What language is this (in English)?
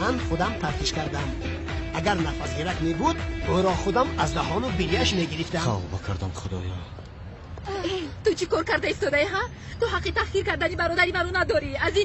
Tajik